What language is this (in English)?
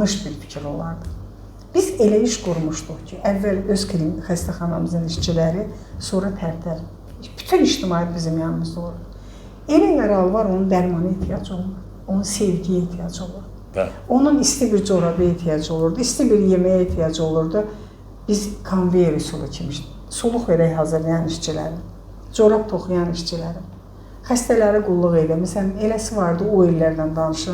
Azerbaijani